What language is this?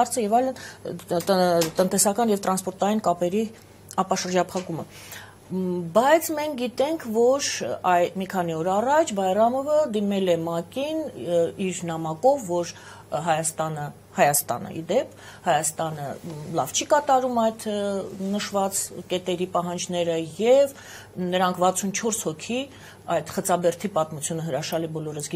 Armenian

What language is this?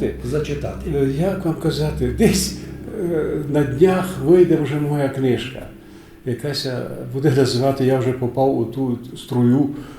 Rusyn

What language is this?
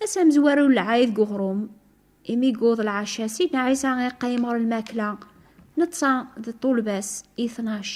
Kabyle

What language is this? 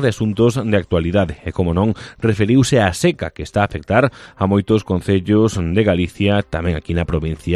Galician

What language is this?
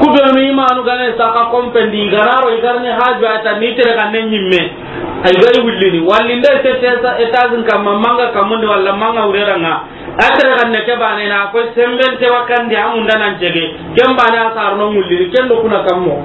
Soninke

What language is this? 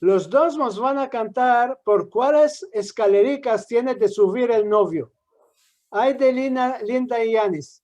Ladino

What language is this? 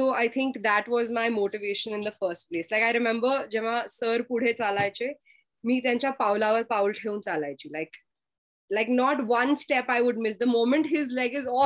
English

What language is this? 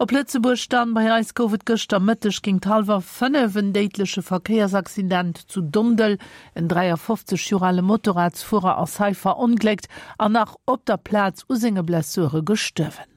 Luxembourgish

